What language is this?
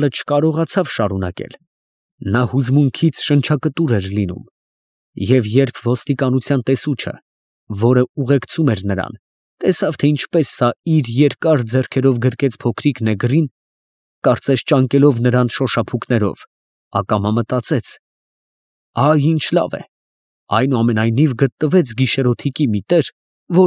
Armenian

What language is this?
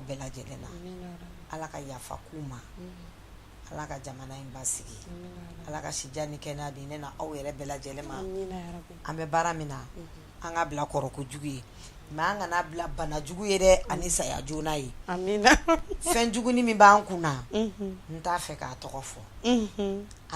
Bambara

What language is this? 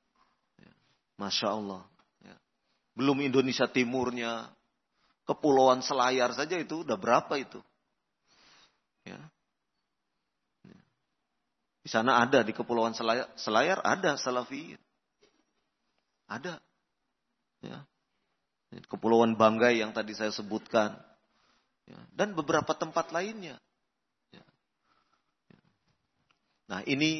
Indonesian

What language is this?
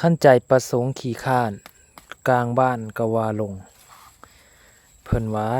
Lao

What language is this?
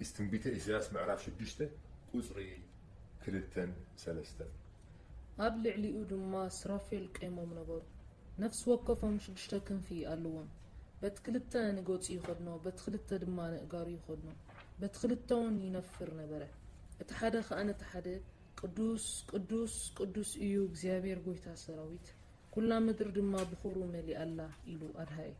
Tigrinya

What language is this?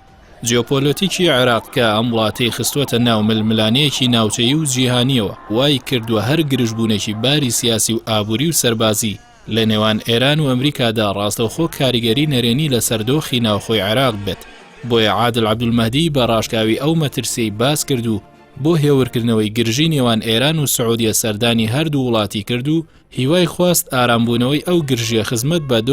Central Kurdish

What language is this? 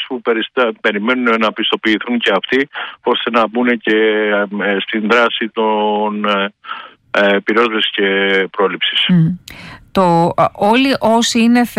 Greek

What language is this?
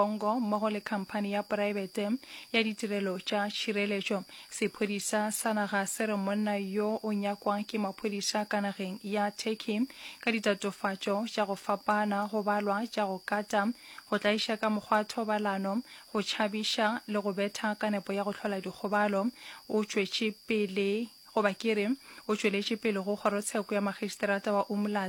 Northern Sotho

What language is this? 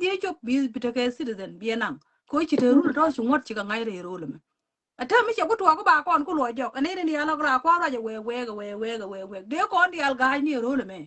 Nuer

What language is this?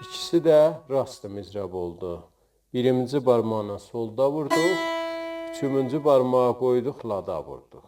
South Azerbaijani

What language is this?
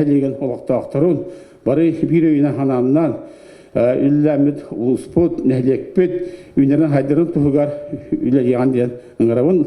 Yakut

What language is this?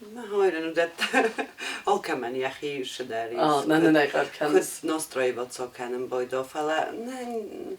Ossetic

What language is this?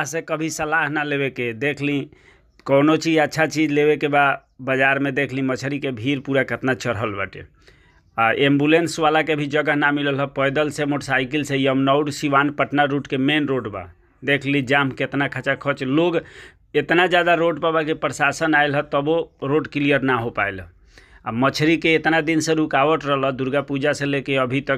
Bhojpuri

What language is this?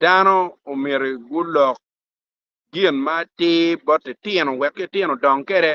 Acoli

